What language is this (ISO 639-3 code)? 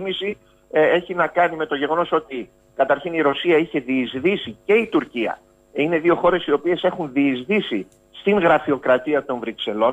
ell